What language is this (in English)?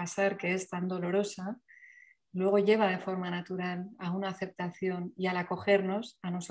Spanish